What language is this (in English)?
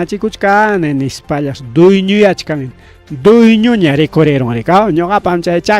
Ayacucho Quechua